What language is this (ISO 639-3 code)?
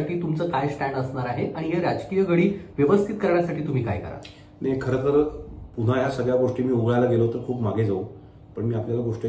mar